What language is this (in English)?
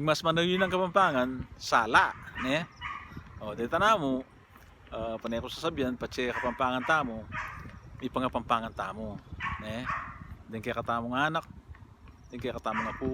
Pampanga